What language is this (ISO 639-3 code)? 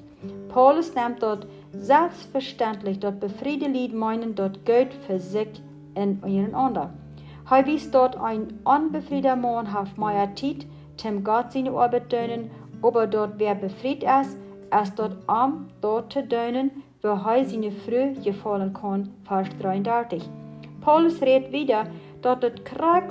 pdt